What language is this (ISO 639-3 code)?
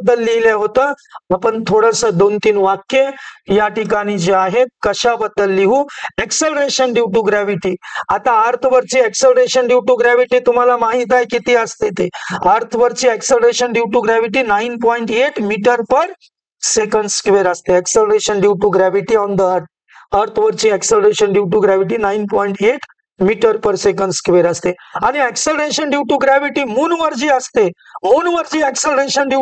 mar